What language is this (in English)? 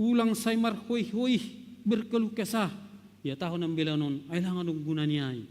Batak Simalungun